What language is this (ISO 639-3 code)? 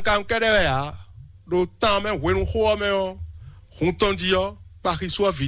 fon